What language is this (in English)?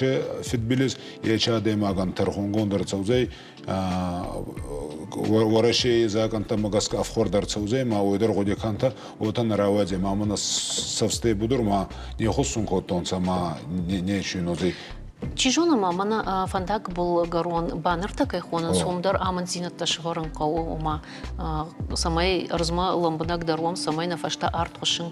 Ossetic